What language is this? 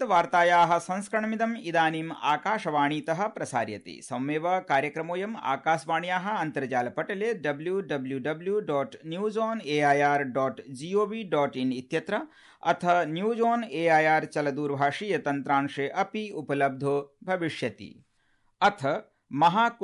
Sanskrit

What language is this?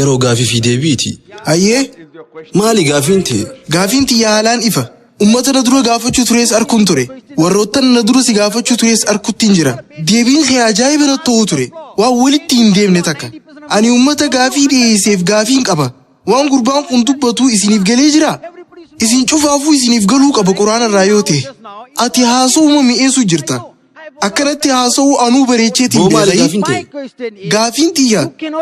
Oromo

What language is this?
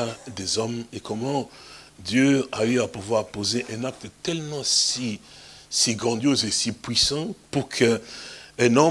French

